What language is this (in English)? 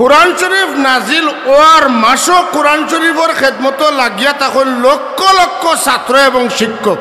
Sylheti